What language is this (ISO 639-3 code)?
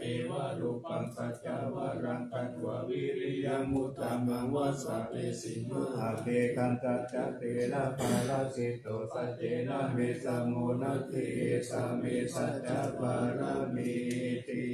pli